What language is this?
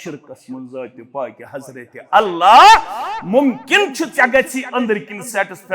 Kashmiri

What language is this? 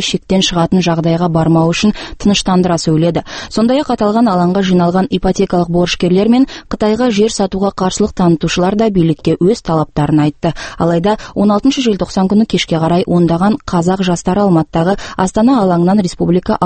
Kazakh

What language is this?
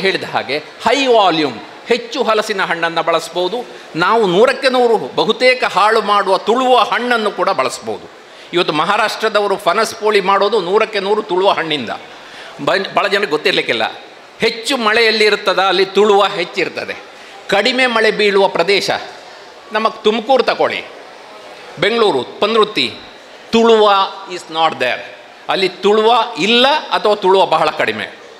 Kannada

